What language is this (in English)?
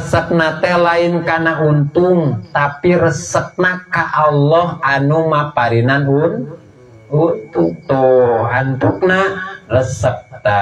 Sundanese